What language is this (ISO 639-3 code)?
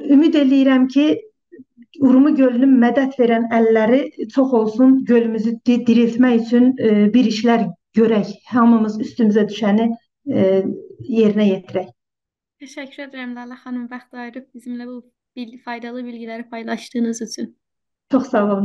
azb